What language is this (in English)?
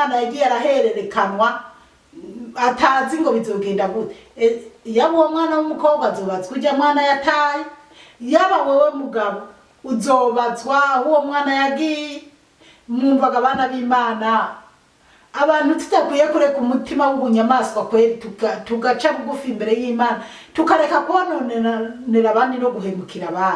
Rundi